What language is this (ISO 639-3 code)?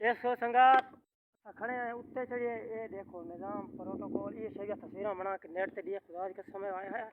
skr